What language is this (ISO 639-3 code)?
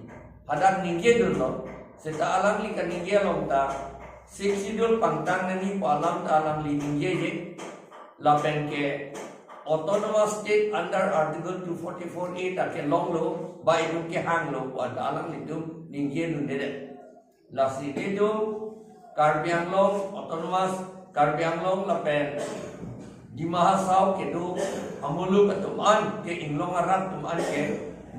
mjw